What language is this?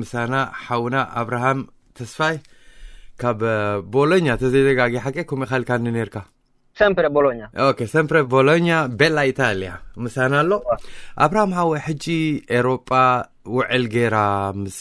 Tigrinya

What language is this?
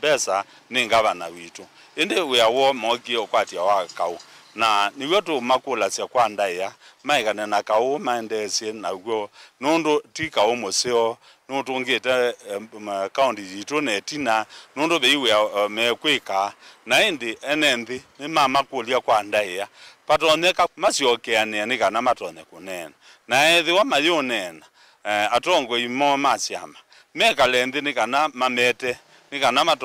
Kamba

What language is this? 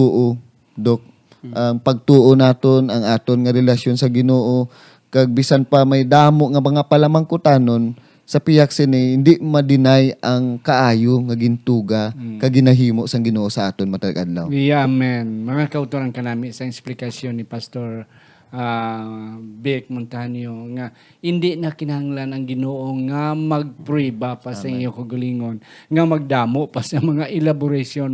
Hiligaynon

